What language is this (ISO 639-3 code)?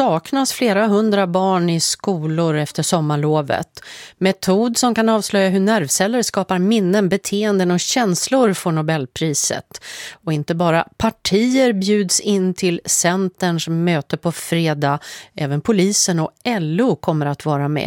swe